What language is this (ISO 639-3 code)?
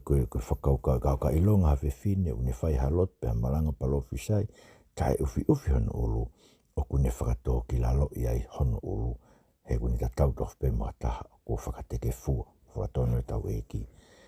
ton